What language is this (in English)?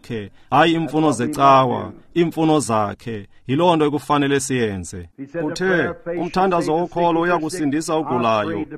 Xhosa